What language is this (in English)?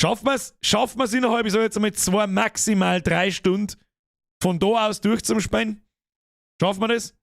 Bavarian